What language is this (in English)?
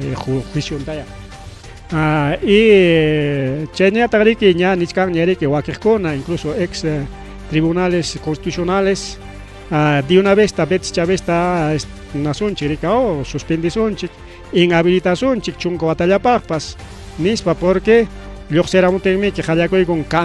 Ayacucho Quechua